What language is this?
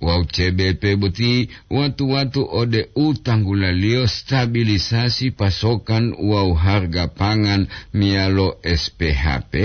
Gorontalo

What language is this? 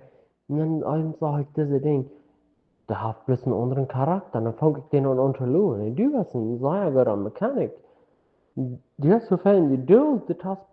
Plautdietsch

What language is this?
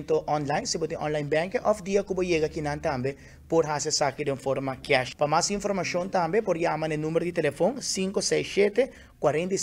Papiamento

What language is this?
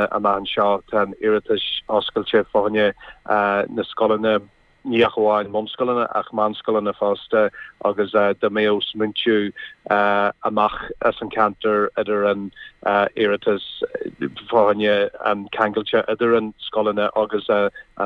Irish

